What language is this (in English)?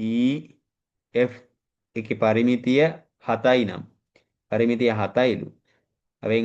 Sinhala